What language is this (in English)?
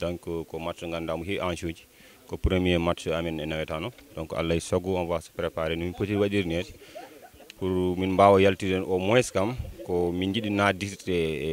Fula